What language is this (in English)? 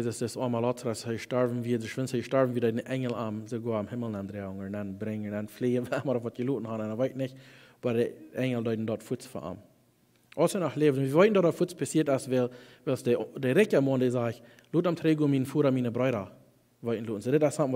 Plautdietsch